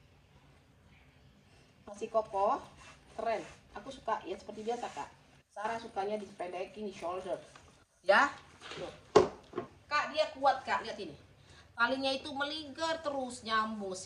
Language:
Indonesian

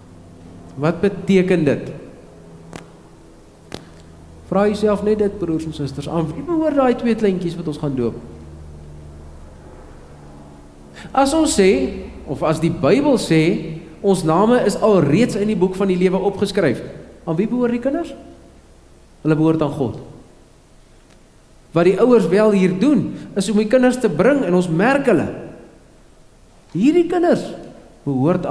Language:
Afrikaans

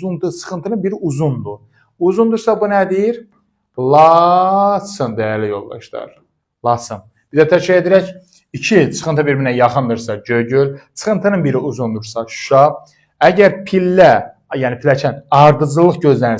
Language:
Azerbaijani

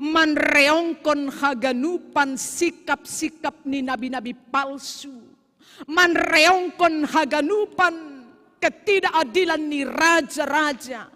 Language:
Batak Simalungun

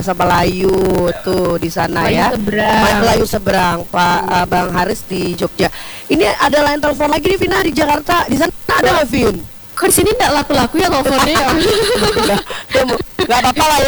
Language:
Indonesian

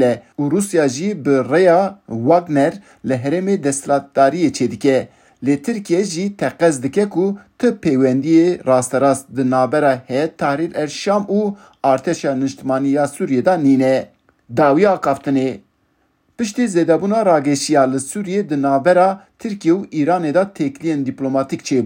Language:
Kurdish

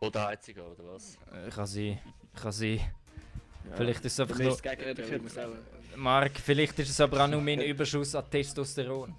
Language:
Swiss German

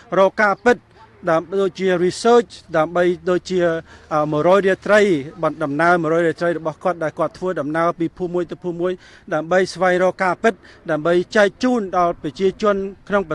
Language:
Khmer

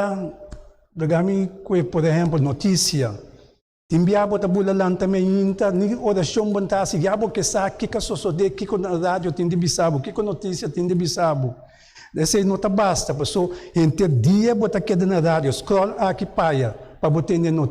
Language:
Papiamento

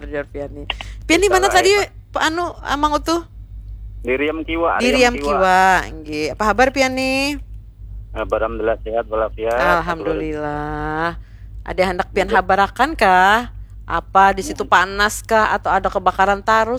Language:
Banjar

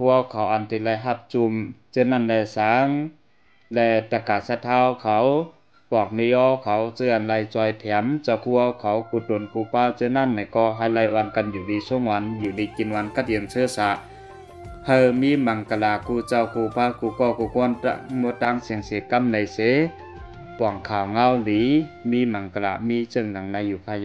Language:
Shan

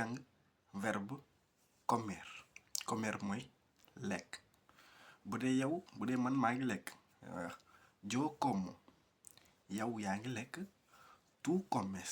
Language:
Wolof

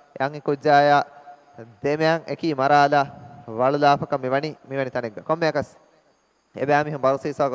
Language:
Divehi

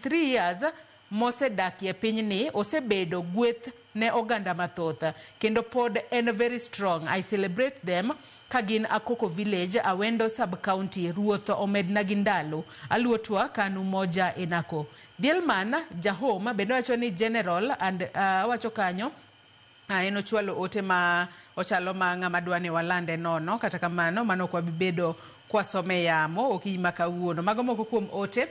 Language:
Luo (Kenya and Tanzania)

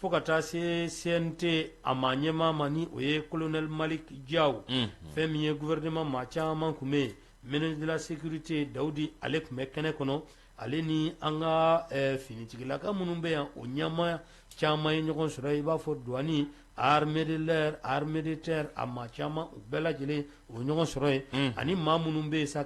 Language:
Bambara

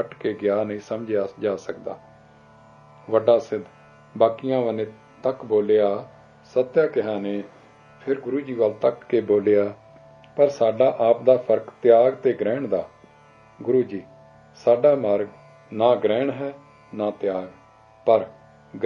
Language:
Punjabi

